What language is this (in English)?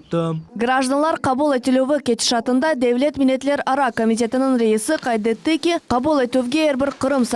Crimean Tatar